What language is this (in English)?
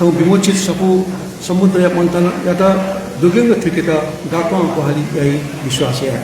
Newari